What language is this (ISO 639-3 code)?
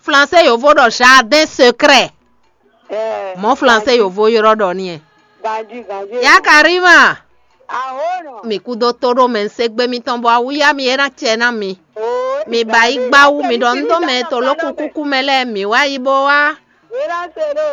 fon